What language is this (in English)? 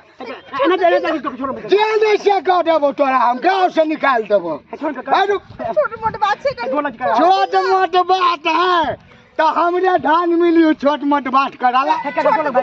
Maithili